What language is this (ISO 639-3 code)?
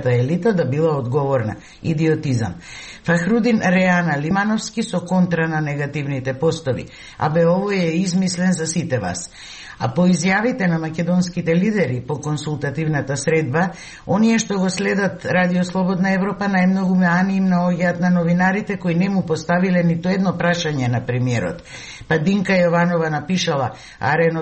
mkd